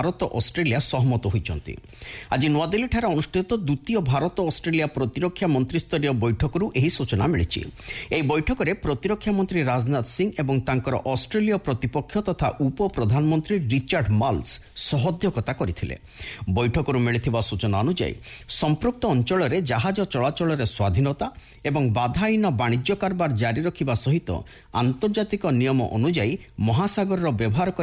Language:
Odia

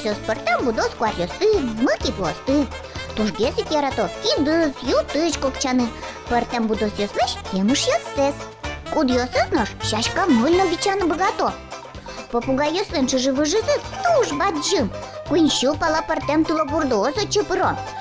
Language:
Udmurt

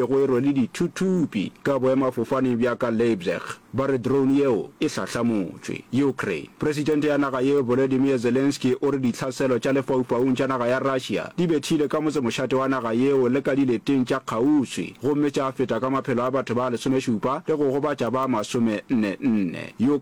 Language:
Northern Sotho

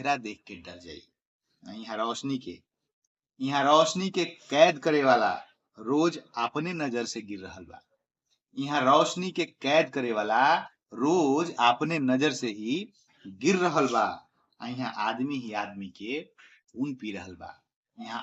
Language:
Bhojpuri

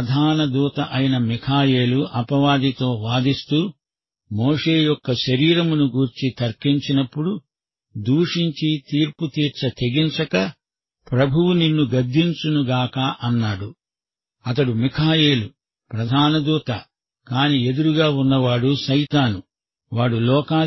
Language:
Telugu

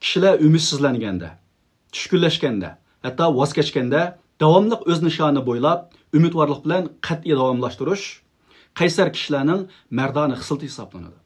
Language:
Uyghur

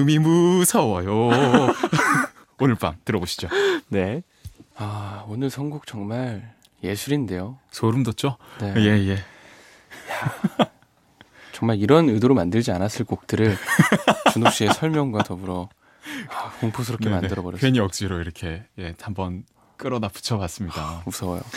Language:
Korean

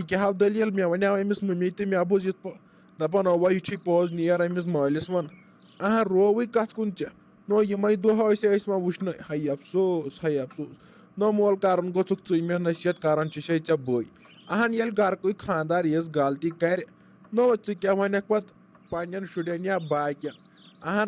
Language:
Kashmiri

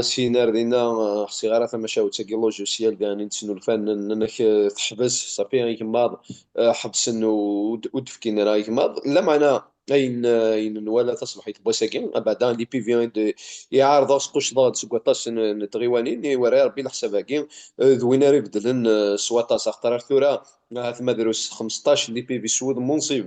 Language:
Kabyle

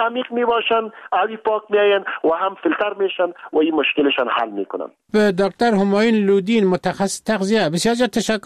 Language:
Persian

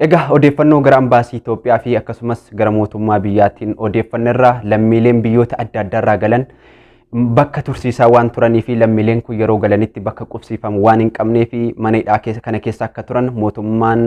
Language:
Oromo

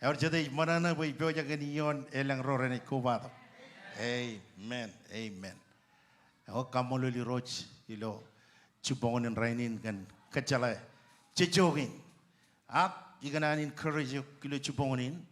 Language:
Marshallese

